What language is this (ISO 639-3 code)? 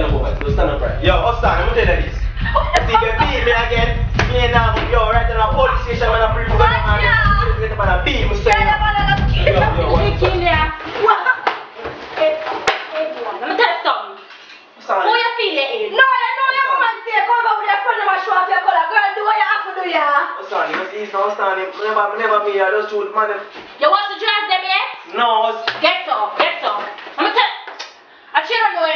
jam